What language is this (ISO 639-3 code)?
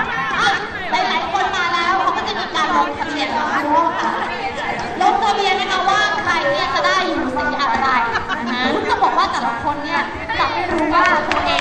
tha